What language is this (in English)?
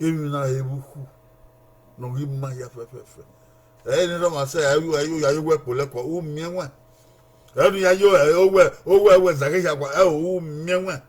Bini